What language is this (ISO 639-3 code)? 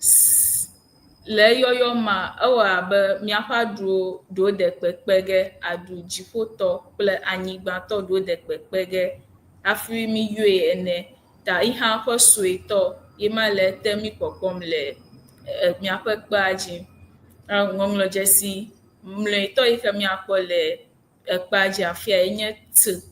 ewe